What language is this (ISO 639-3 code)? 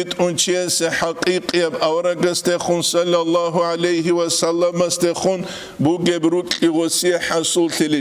ava